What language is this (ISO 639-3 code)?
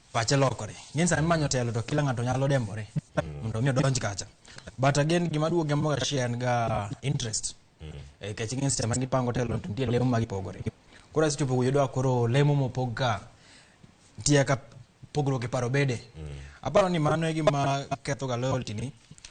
luo